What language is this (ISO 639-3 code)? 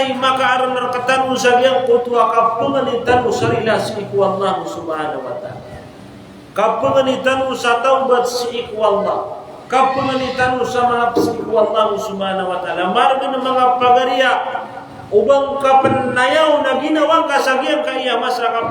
mrw